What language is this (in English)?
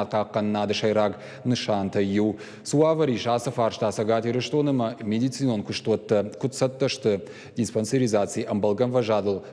Ossetic